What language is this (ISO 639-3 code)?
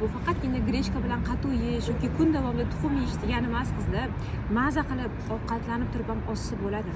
uzb